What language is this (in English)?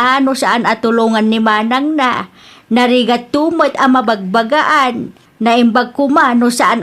Iloko